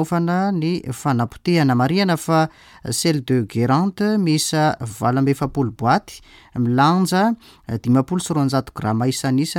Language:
Malagasy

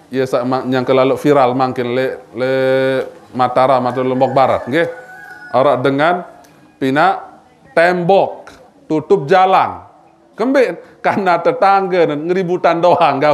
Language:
Sasak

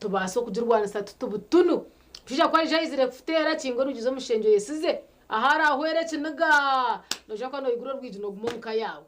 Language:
Nyankole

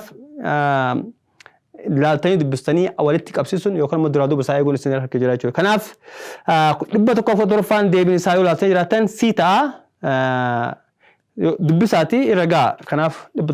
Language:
Oromo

